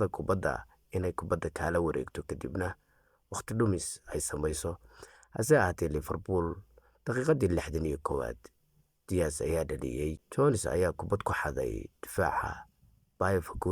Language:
Somali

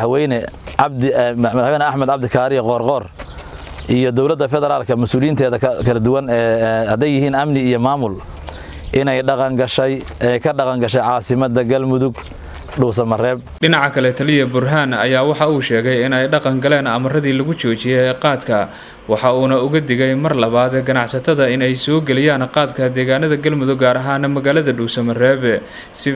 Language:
Somali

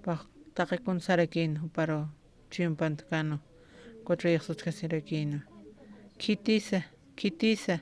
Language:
Aymara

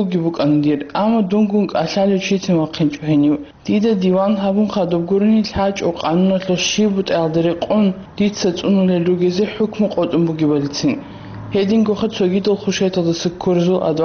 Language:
Avaric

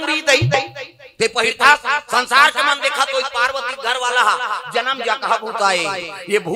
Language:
Chhattisgarhi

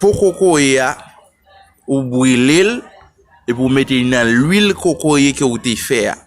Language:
Haitian Creole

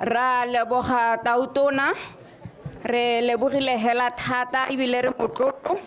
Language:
Tswana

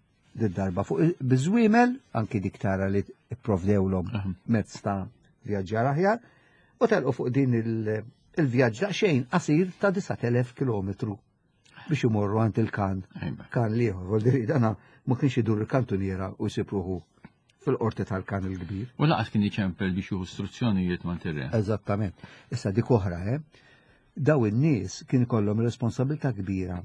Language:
Maltese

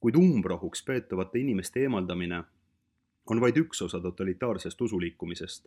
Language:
Estonian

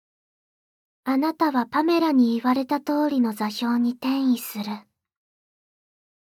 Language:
Japanese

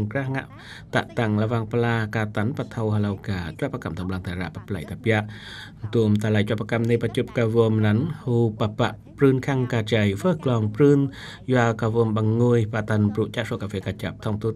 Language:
Eastern Cham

